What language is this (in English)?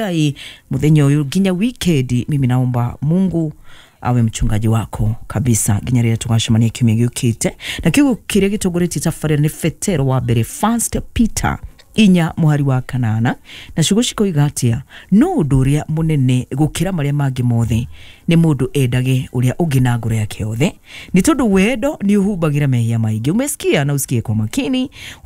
Kikuyu